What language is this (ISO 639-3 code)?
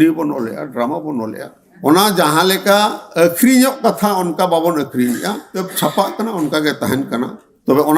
sat